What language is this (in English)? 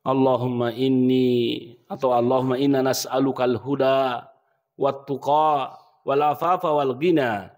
Buginese